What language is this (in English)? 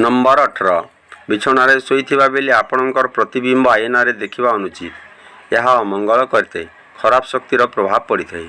Odia